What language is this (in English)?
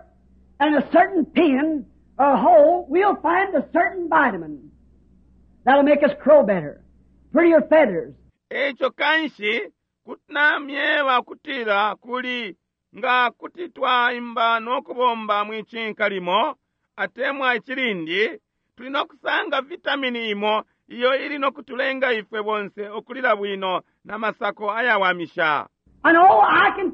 Bemba